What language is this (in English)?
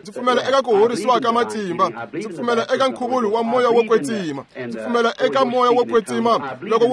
Tsonga